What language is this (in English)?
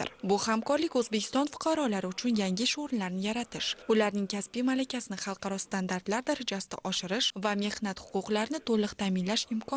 Uzbek